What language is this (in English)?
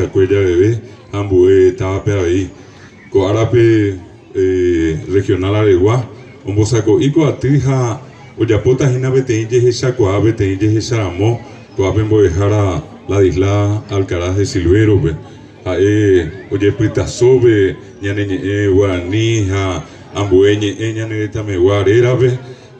Guarani